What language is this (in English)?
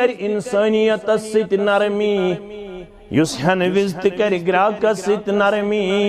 Kashmiri